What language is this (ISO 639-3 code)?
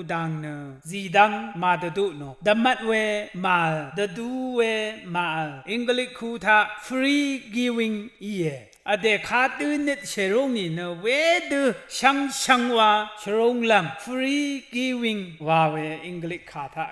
raw